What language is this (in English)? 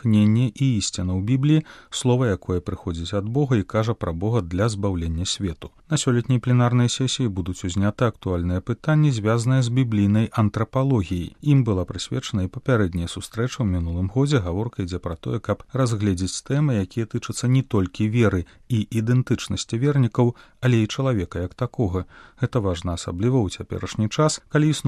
Belarusian